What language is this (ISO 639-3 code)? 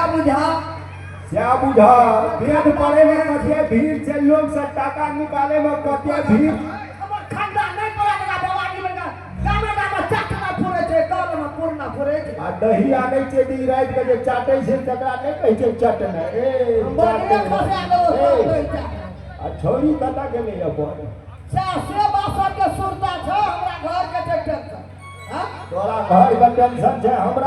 mai